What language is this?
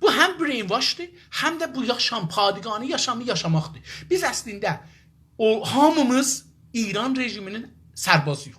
South Azerbaijani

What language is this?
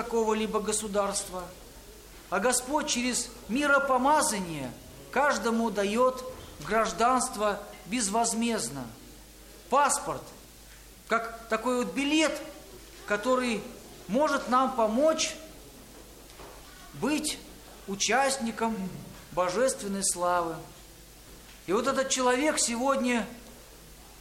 Russian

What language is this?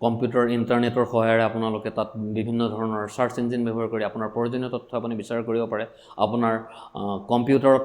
Assamese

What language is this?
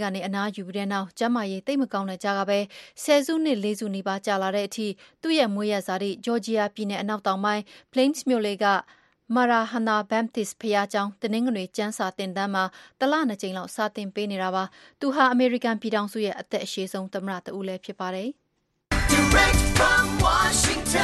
Burmese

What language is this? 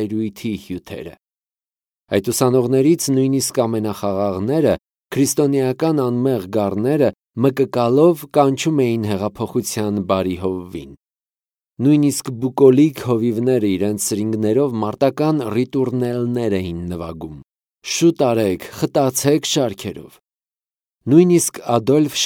Armenian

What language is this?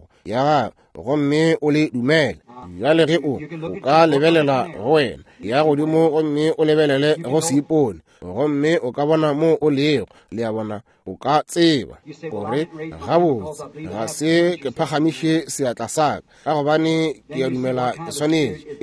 Northern Sotho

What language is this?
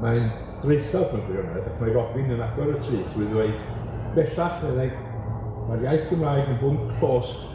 Welsh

